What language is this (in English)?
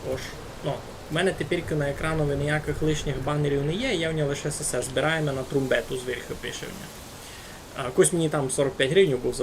Rusyn